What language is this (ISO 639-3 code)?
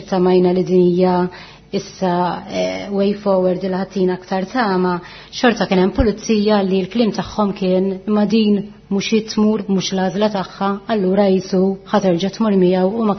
mlt